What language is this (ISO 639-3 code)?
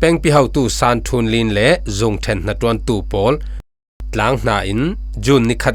cfm